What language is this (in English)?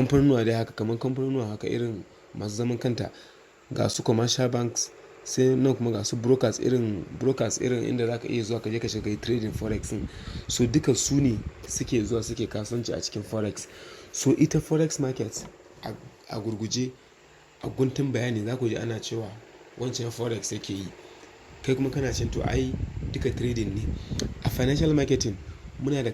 Hausa